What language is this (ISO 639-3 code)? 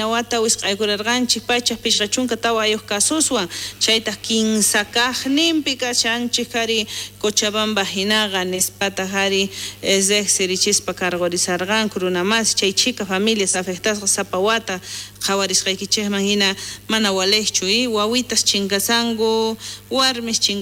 quh